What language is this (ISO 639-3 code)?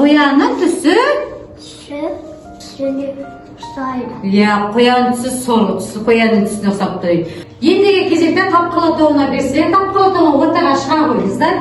kaz